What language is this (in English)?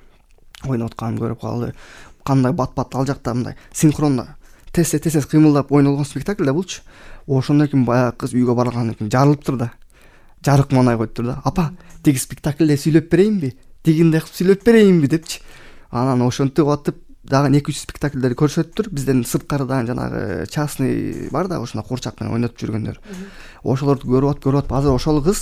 Kyrgyz